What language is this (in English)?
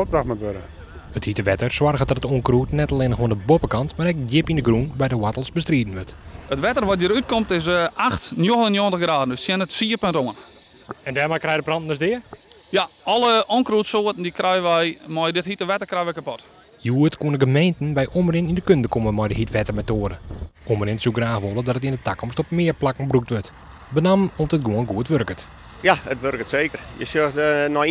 Western Frisian